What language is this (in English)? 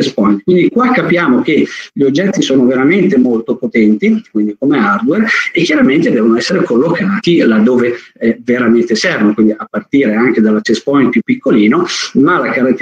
Italian